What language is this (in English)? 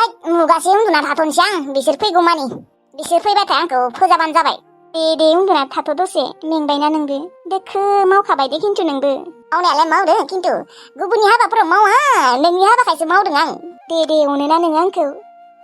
Bodo